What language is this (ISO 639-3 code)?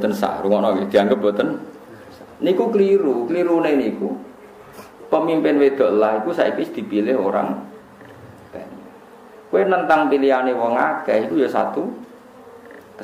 jav